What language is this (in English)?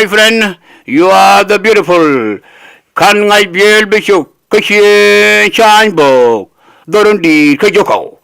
Nuer